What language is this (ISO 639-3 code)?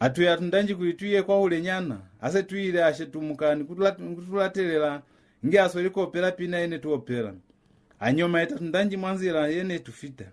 loz